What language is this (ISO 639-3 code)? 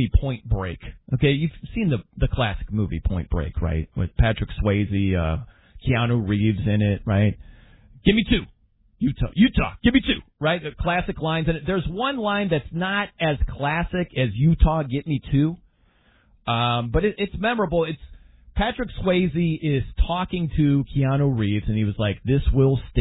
eng